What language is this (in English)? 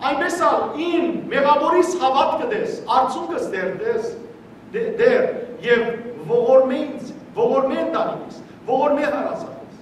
Western Armenian